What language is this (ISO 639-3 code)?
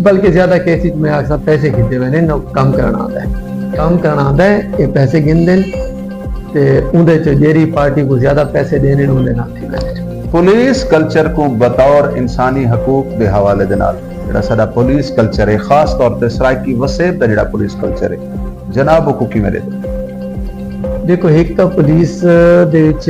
skr